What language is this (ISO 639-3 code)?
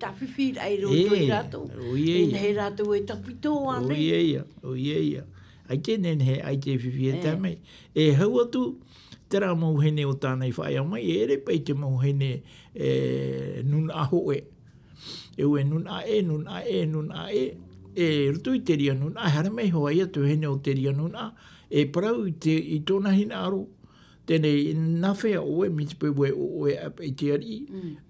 tah